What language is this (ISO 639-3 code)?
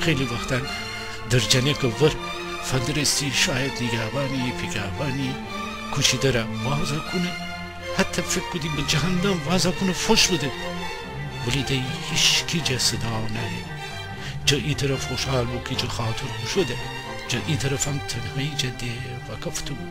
glk